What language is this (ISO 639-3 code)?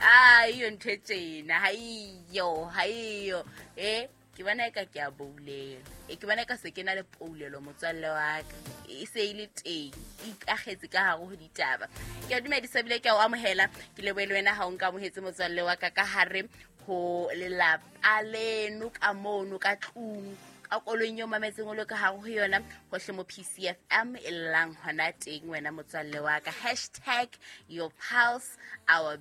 sot